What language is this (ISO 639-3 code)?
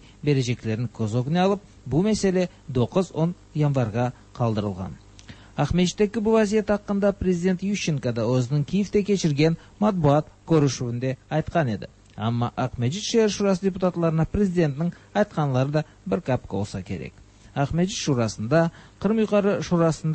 tat